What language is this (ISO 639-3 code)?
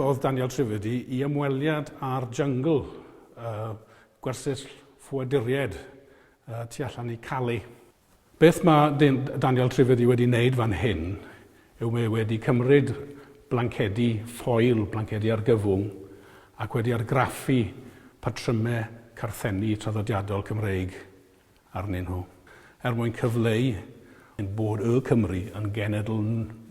cym